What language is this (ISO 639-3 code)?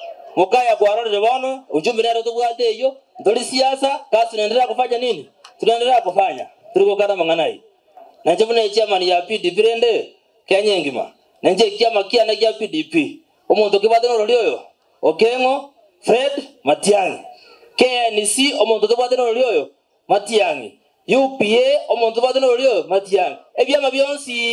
guz